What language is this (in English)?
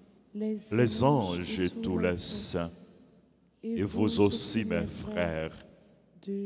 French